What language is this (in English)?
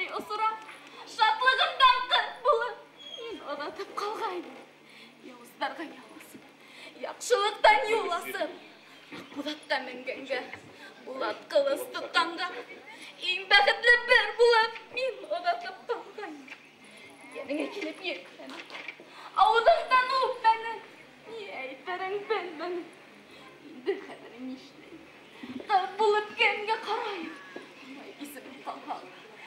Bashkir